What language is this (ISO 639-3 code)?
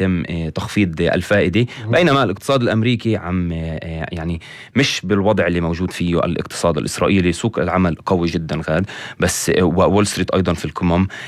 apc